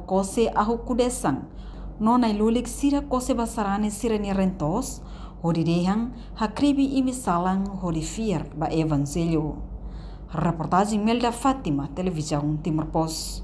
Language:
Tetum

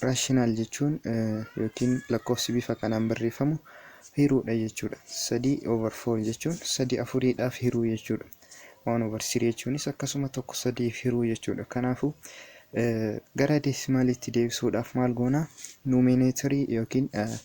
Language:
Oromo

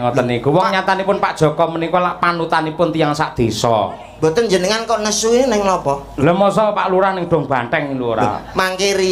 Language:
Javanese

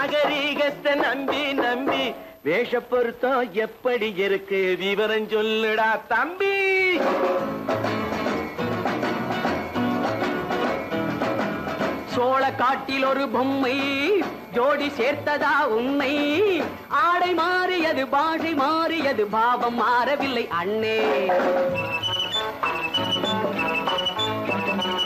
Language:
Tamil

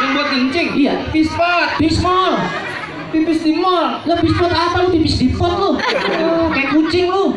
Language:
Betawi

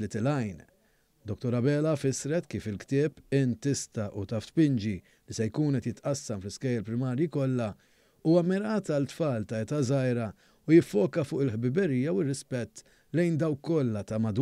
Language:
Maltese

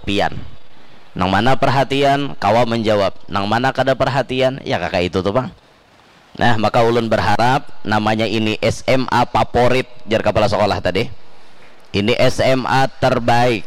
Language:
Banjar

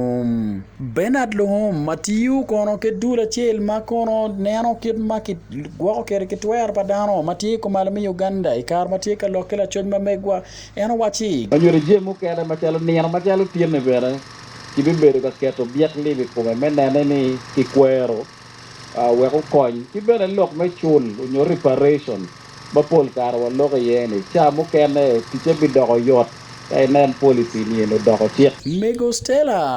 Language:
Acoli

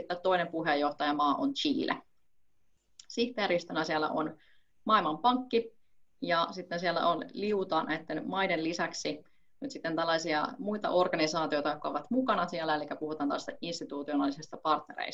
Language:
Finnish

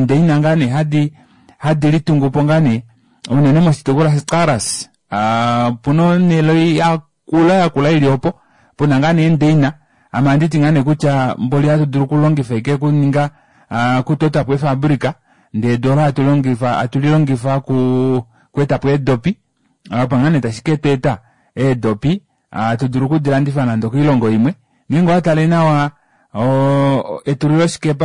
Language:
Kuanyama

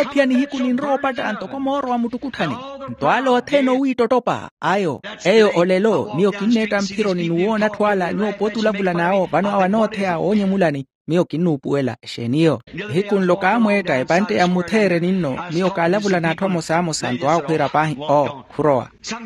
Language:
Makhuwa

